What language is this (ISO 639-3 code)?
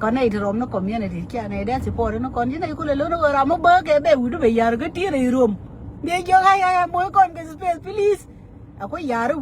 nus